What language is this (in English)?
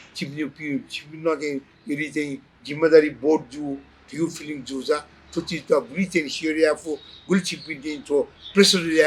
Newari